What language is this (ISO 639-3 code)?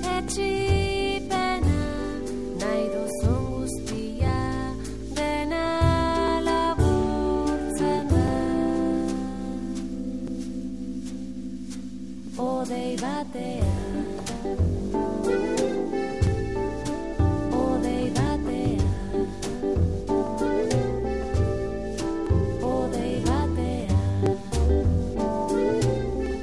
eus